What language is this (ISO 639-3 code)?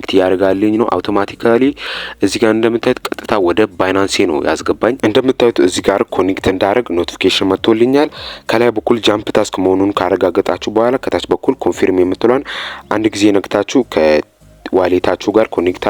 amh